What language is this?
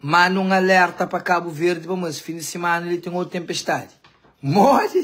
Kabuverdianu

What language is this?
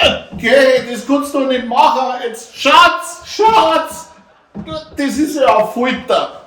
Bavarian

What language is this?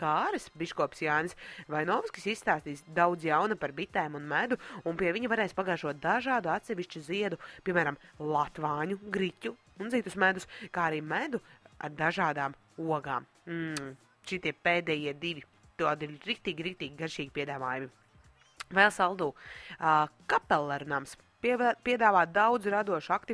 Latvian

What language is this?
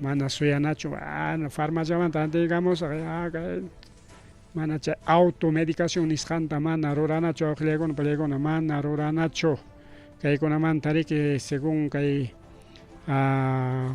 Ayacucho Quechua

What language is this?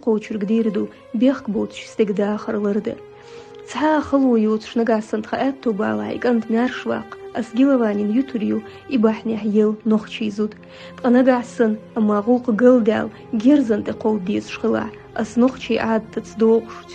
Chechen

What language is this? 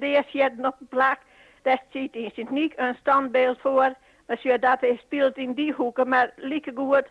Western Frisian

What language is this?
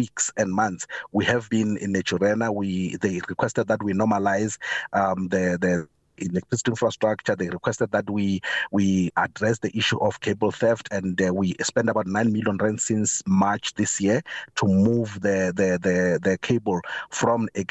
English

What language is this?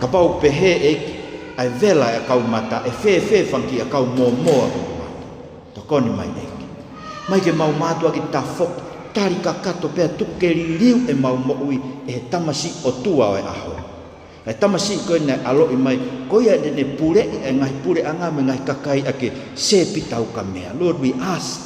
Tongan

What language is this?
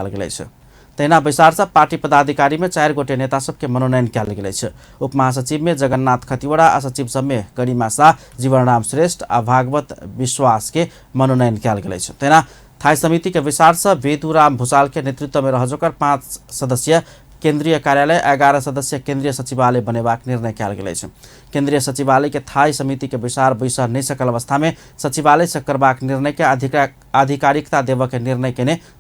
Maithili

